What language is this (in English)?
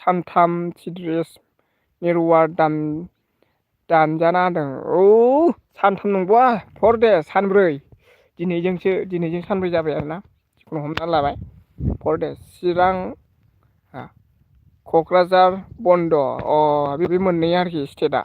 Bodo